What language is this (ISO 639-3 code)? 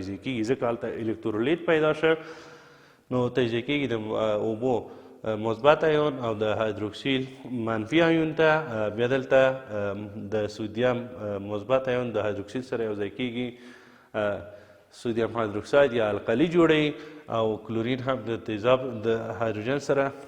pus